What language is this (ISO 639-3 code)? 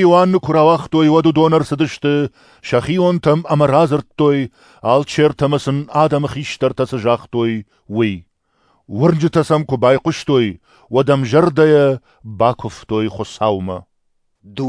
oss